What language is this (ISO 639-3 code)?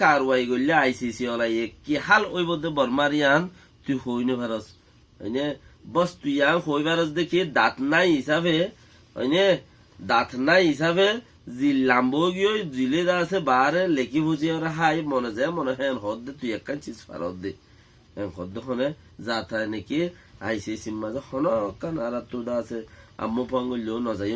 rhg